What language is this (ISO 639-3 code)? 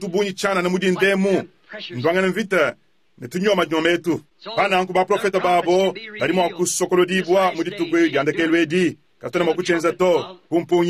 lua